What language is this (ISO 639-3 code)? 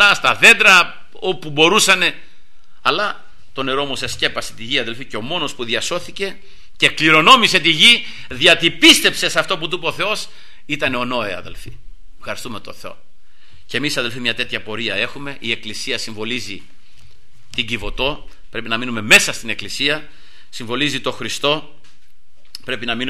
ell